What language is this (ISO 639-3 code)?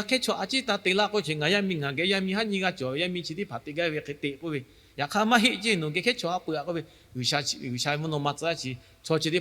lhu